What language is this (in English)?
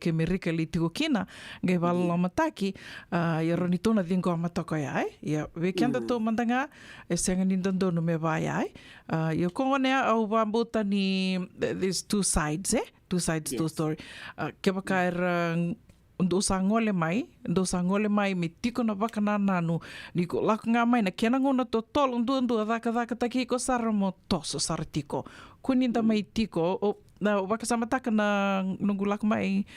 Fijian